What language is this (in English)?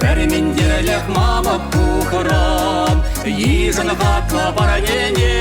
Chuvash